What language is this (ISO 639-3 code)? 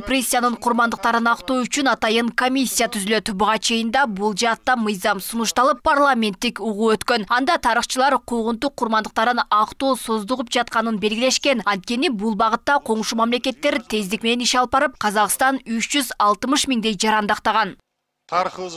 kir